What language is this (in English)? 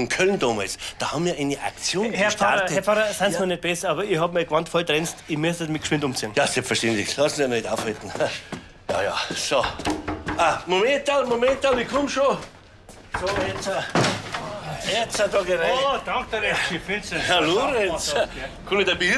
Bavarian